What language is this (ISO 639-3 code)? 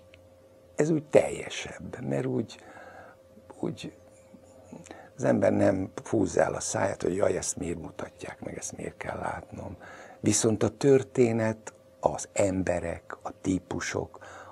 hun